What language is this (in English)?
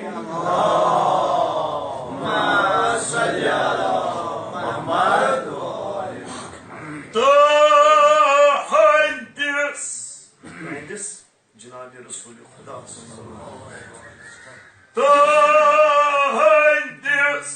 Kashmiri